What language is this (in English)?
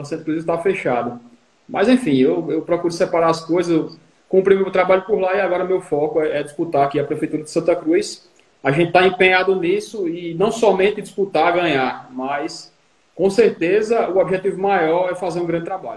Portuguese